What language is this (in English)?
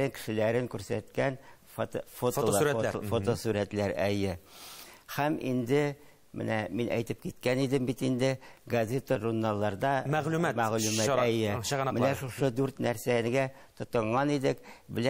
Tatar